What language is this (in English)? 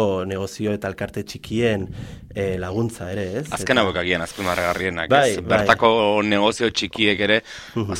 Basque